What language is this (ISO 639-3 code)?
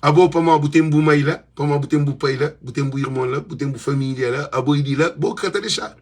kea